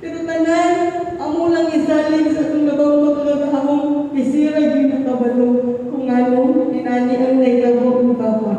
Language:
Cebuano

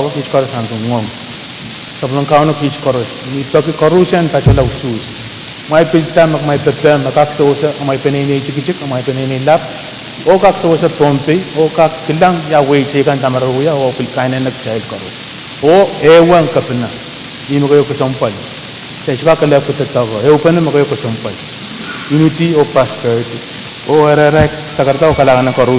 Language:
Pohnpeian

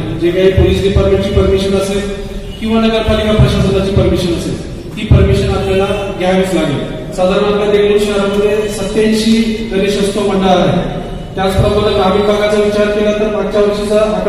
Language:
Marathi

